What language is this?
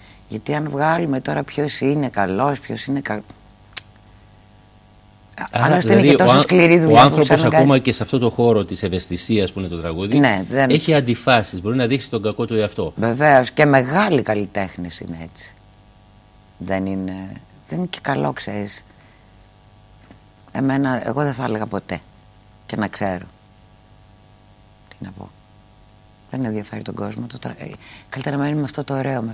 Greek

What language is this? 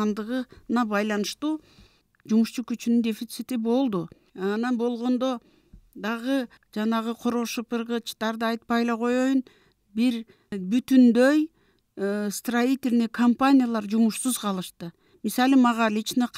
Kyrgyz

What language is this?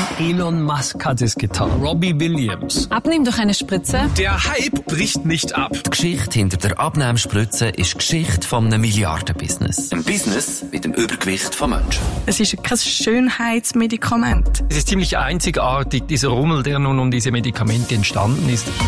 German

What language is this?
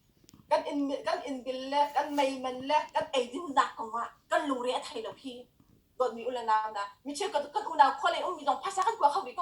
Hakha Chin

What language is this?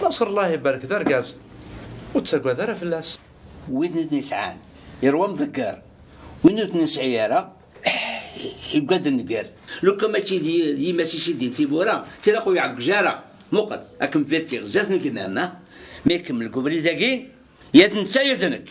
Kabyle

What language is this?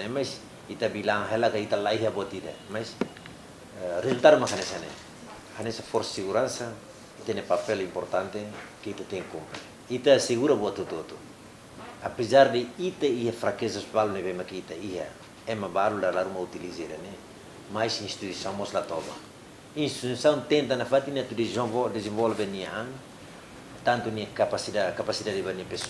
Tetum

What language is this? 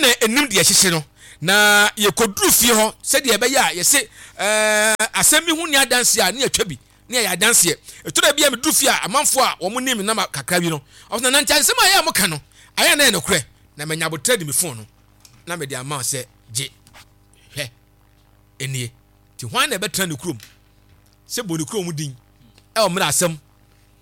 Akan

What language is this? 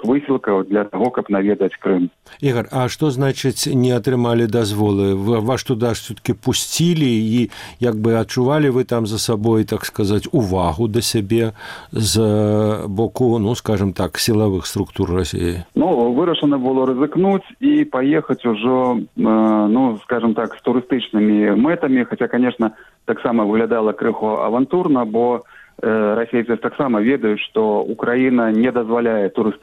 Belarusian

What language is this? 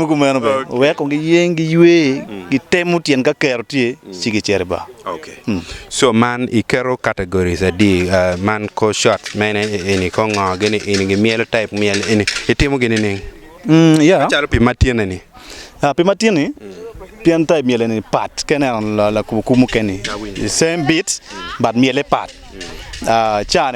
Acoli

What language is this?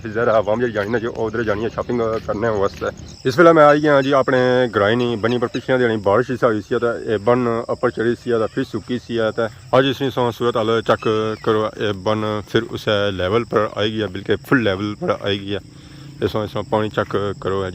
Pahari-Potwari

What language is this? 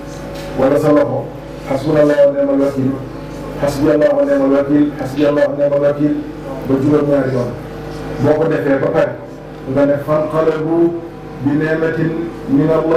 Wolof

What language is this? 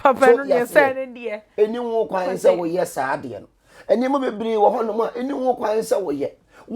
Akan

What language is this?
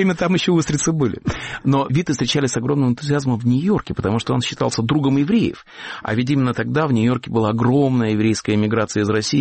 Russian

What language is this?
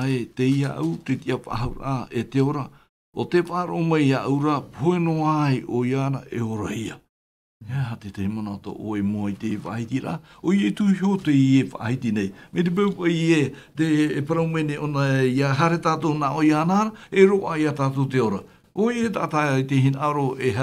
Tahitian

